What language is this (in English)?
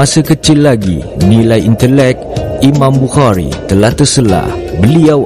Malay